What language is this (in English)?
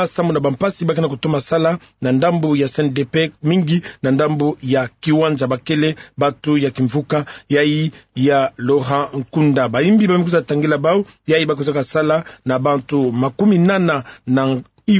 Kituba (Democratic Republic of Congo)